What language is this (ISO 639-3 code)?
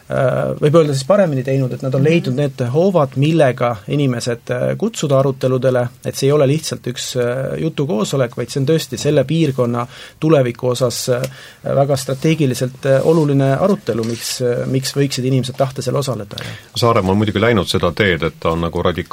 est